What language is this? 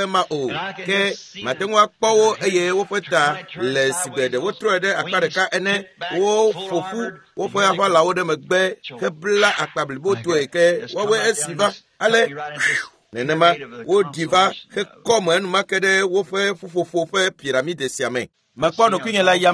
Ewe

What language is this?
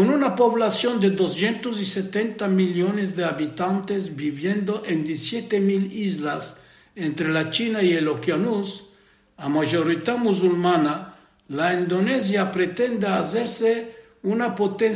Ladino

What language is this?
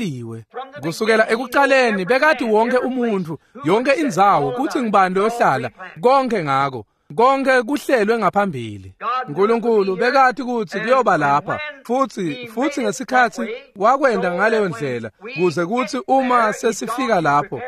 Swati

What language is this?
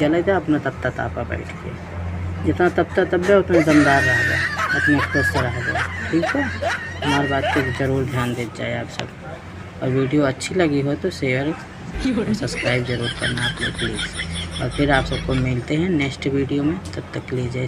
Awadhi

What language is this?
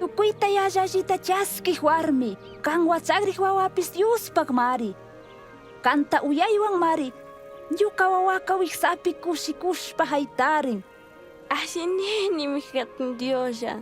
Chimborazo Highland Quichua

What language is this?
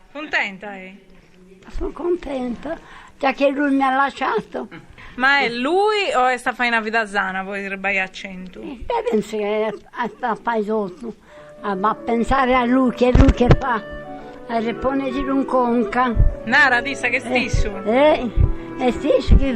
Sardinian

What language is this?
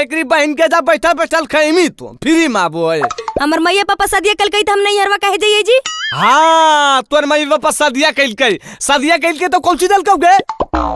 Magahi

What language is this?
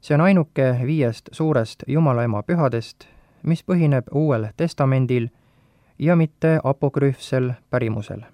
Estonian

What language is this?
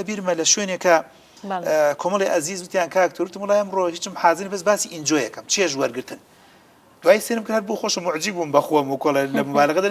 Central Kurdish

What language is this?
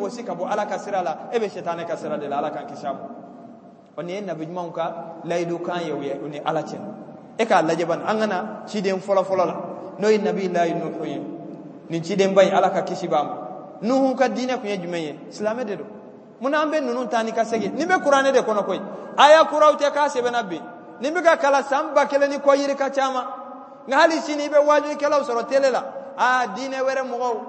Bambara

